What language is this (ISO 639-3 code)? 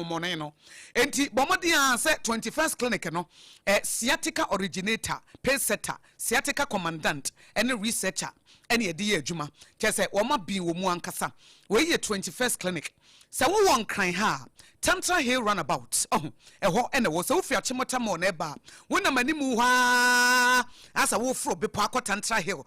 aka